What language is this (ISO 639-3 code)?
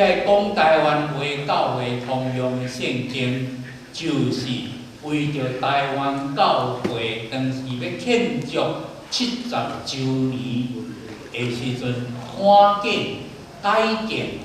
nan